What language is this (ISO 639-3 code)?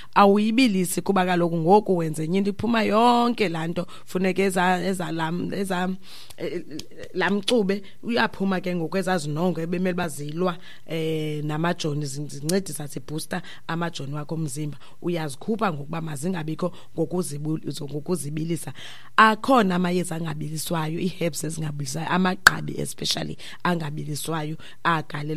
xho